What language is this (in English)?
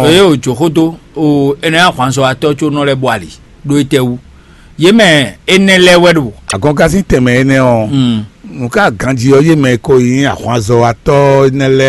Fon